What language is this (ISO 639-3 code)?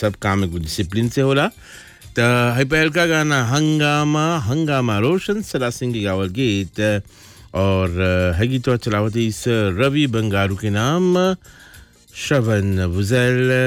bho